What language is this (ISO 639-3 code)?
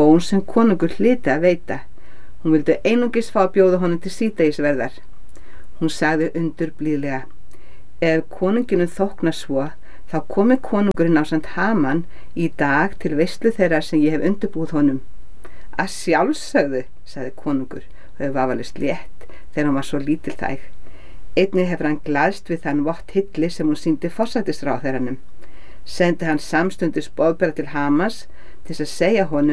isl